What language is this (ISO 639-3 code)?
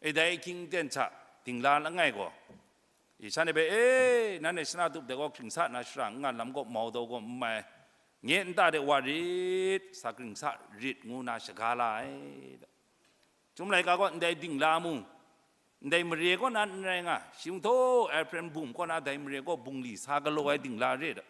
kac